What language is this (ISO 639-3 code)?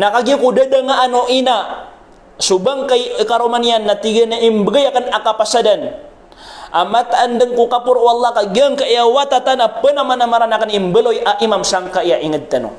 mrw